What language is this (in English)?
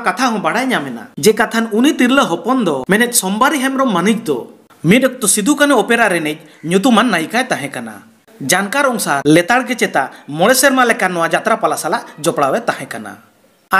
Santali